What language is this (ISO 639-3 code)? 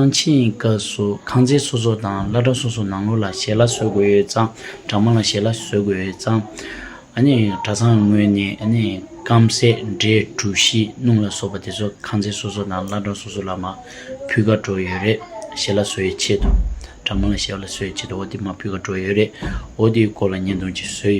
bod